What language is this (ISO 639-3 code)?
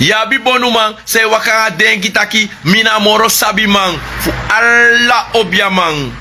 srn